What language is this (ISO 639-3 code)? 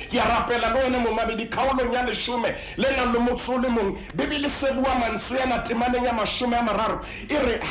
sot